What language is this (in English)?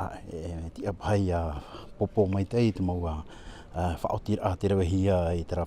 Tahitian